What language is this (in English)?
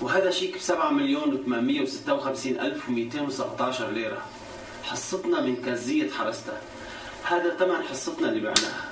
North Levantine Arabic